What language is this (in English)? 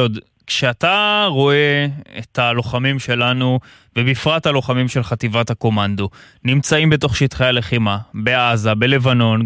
Hebrew